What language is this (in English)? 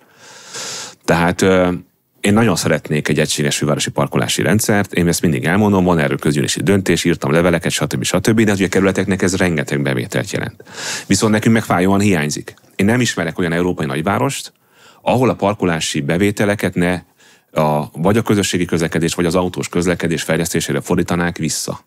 Hungarian